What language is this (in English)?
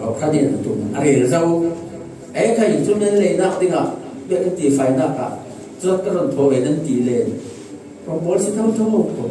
Falam Chin